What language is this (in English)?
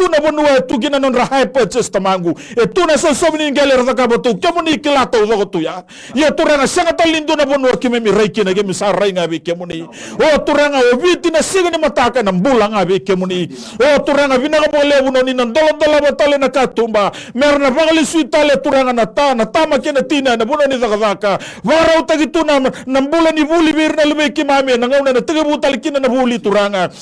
Fijian